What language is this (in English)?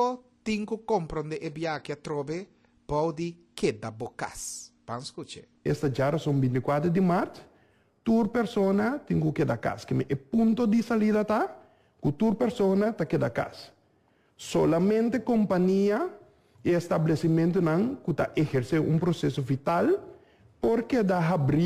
Papiamento